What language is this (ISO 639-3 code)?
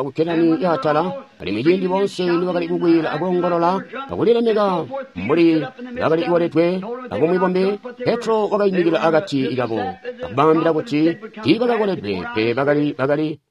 toi